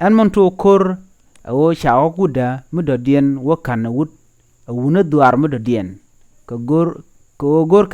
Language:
Nuer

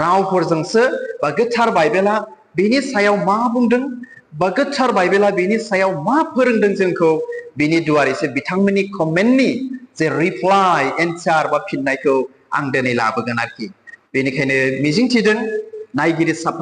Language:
Bodo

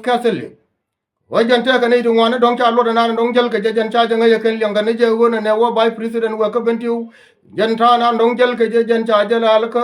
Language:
Nuer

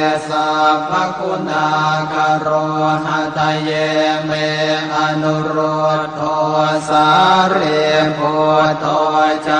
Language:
Pali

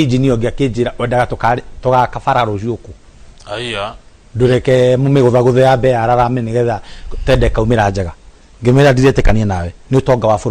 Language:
Kikuyu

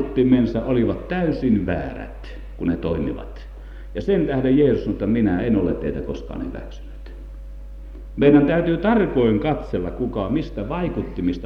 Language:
Finnish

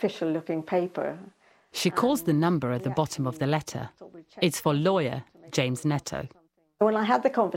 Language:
English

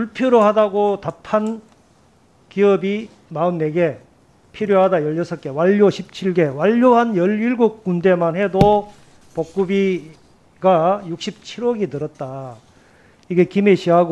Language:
Korean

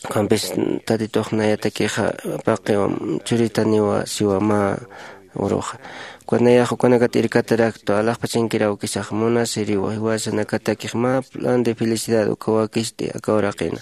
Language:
Aymara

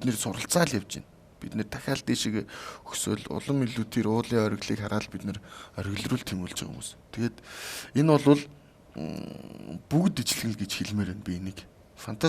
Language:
Mongolian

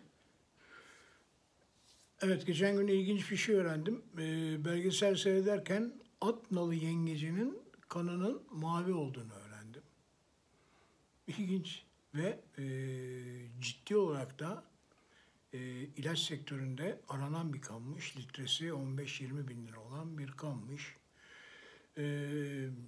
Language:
Turkish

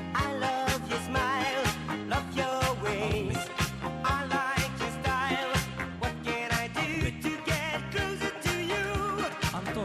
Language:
Kara-Kalpak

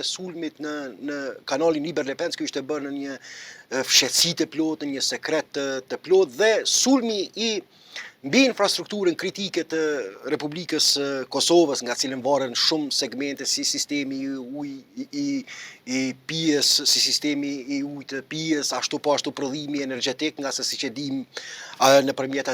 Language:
Albanian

